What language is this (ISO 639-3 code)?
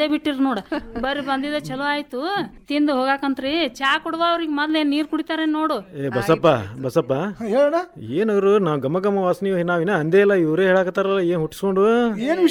kan